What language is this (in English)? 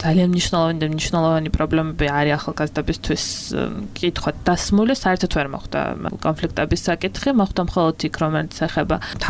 Georgian